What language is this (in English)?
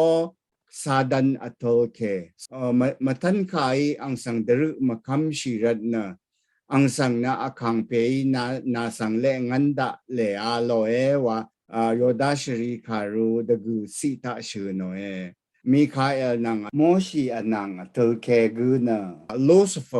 Rawang